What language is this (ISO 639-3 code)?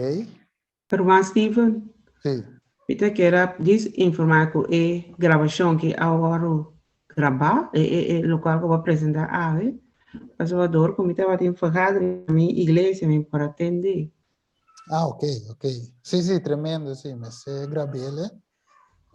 pap